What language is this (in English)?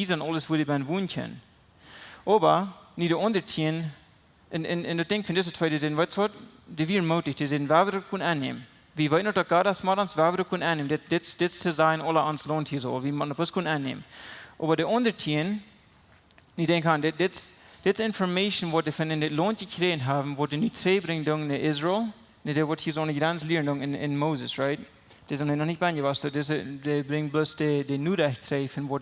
Plautdietsch